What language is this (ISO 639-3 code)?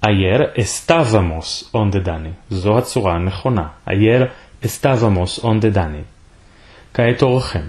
lad